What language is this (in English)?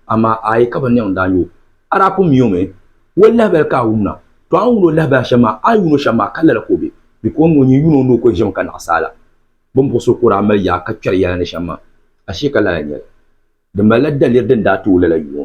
Dagbani